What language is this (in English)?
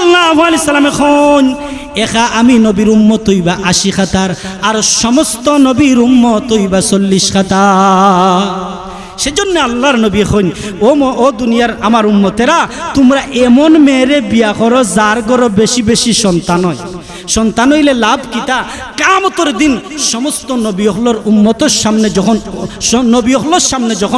Sylheti